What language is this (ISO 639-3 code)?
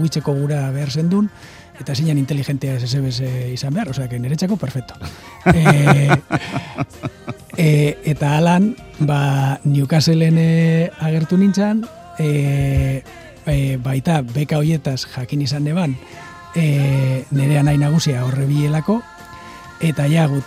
eus